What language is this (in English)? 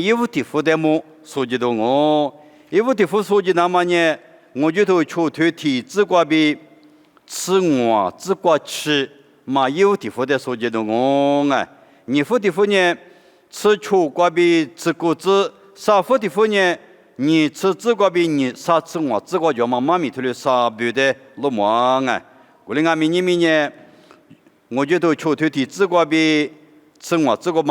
Lisu